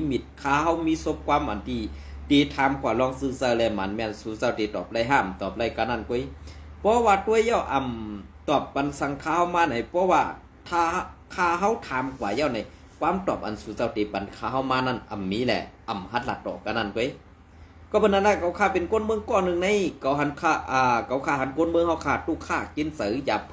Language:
Shan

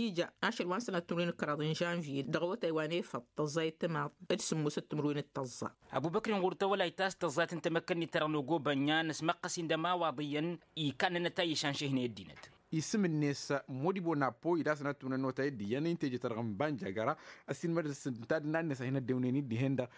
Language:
Tamasheq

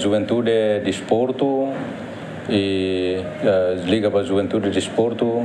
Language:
Tetum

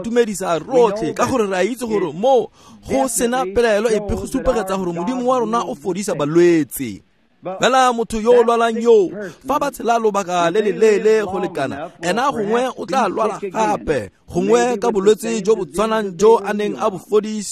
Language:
Tswana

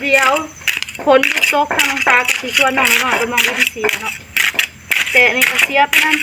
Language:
Northeastern Thai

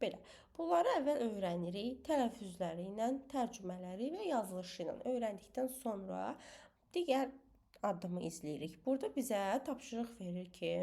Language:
Azerbaijani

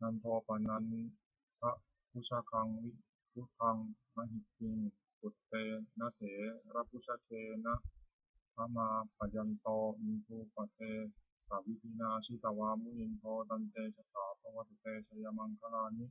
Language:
Pali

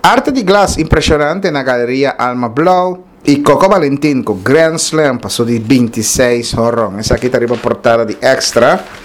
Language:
Papiamento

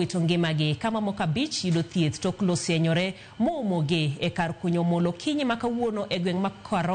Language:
Luo (Kenya and Tanzania)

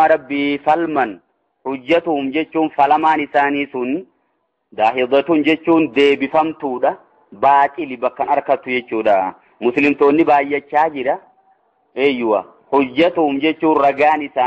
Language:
Oromo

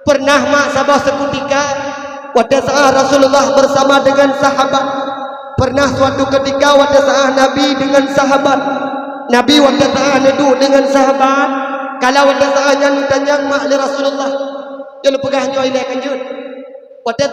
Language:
Achinese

